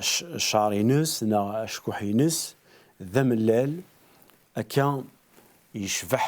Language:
Kabyle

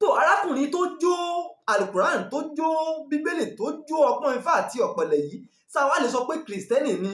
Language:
Yoruba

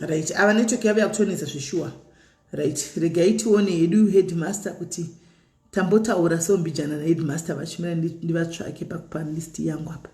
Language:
Shona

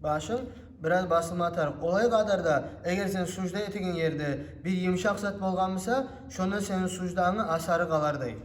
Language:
Kumyk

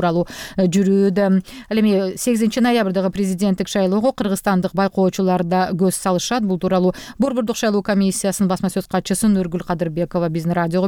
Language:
Kyrgyz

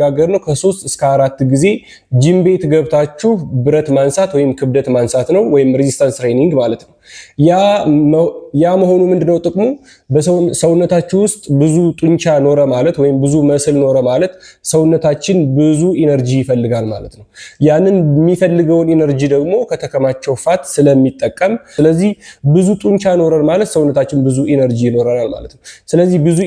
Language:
Amharic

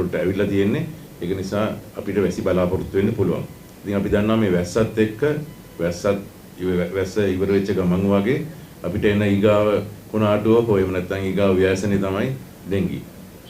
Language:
Sinhala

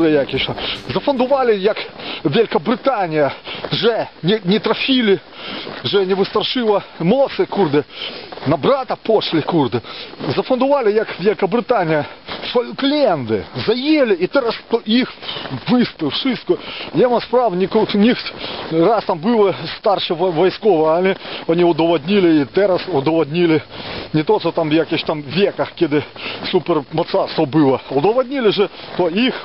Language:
Polish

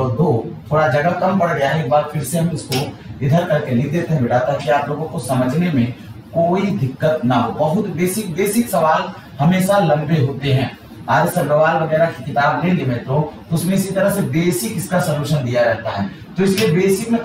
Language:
Hindi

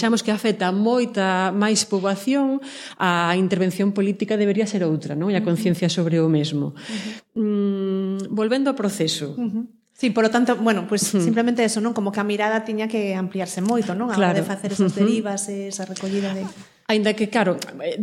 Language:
Galician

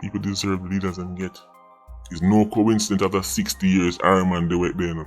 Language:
Jamaican Creole English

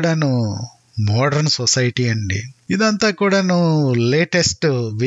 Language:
Telugu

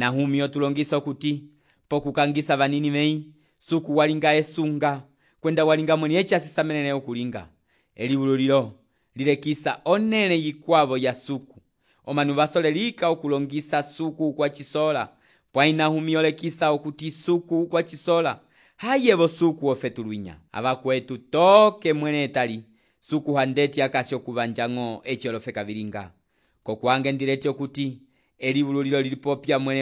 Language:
Umbundu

